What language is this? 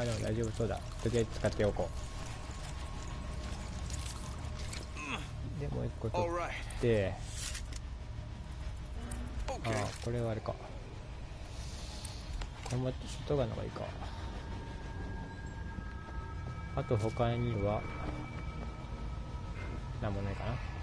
Japanese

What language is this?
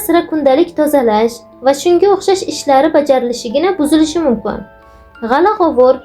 Uzbek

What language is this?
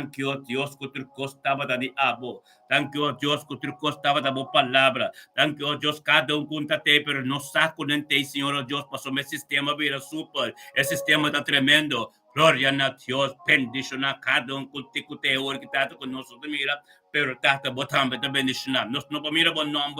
Papiamento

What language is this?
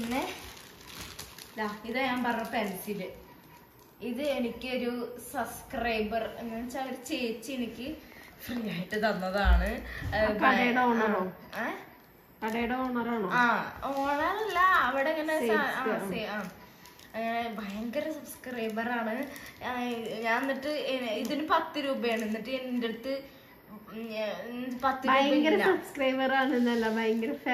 Malayalam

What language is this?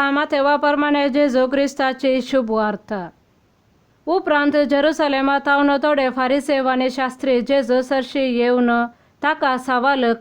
Konkani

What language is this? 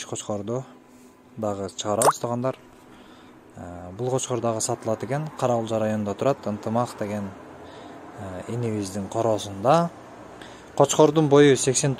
Kyrgyz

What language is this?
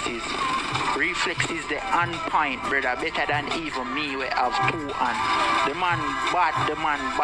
Jamaican Creole English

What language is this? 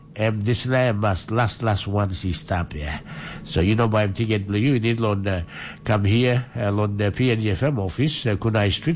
Tok Pisin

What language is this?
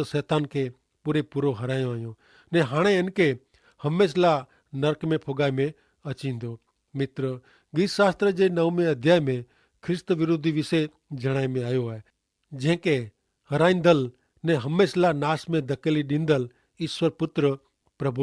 Kachhi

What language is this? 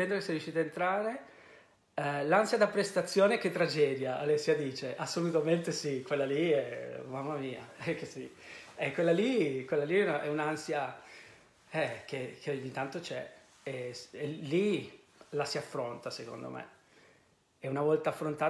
Italian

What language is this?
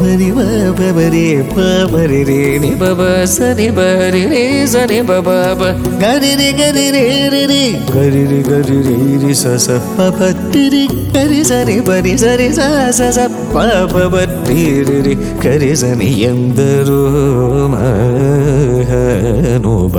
Telugu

